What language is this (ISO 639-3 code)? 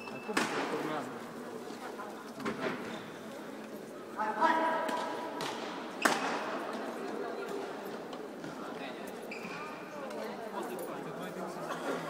ron